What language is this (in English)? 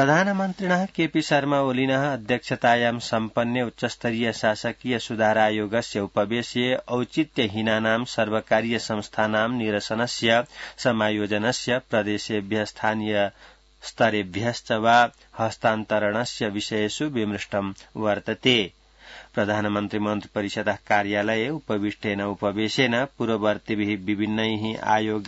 Sanskrit